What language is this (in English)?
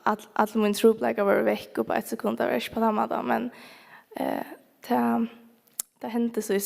Faroese